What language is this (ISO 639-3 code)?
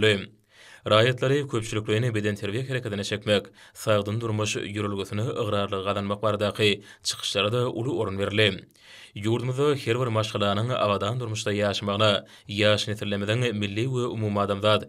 tuk